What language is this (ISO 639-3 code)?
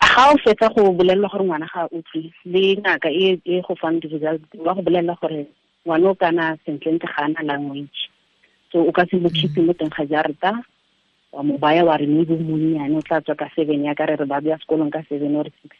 tsn